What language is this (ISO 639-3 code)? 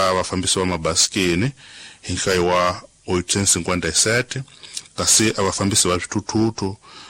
tso